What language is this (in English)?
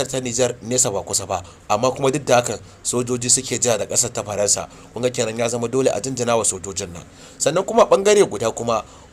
Hausa